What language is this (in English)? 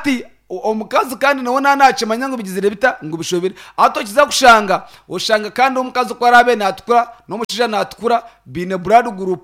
Nyankole